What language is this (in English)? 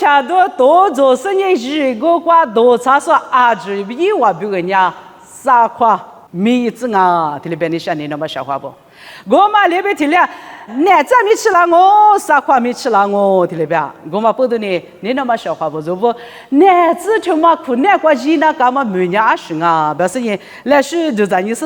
Lisu